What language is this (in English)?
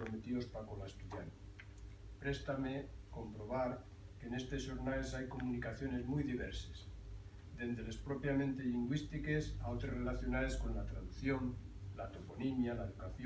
Asturian